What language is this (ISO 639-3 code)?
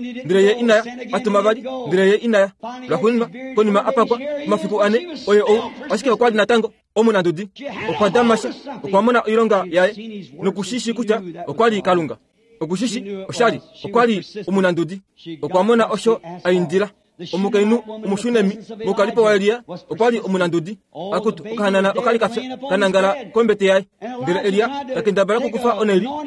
kua